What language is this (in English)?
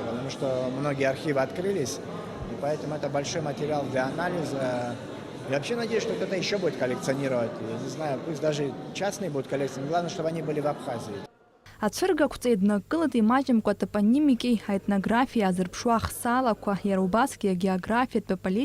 Abkhazian